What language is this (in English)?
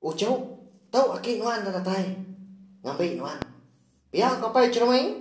Iban